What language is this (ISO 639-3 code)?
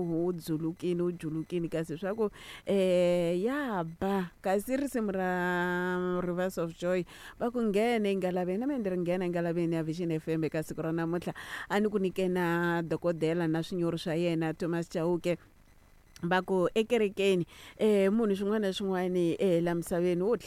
tso